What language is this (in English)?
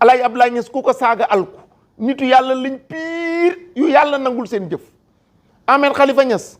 Wolof